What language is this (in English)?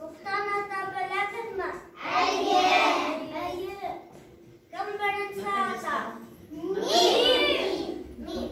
Bashkir